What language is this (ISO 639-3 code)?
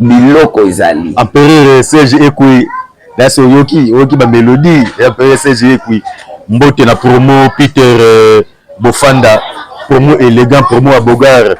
lin